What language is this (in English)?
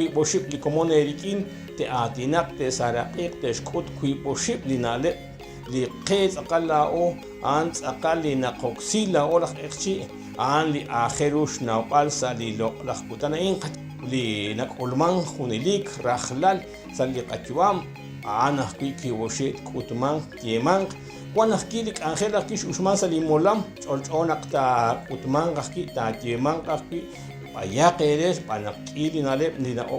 Kekchí